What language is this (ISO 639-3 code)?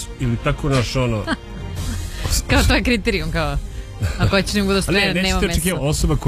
srp